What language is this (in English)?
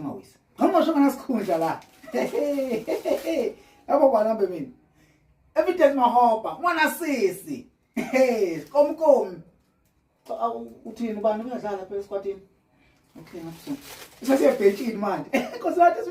Zulu